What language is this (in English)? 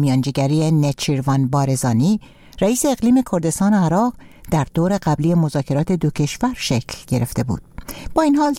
Persian